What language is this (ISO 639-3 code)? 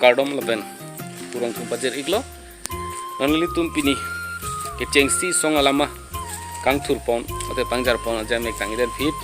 mjw